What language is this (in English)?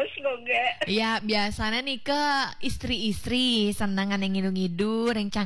Balinese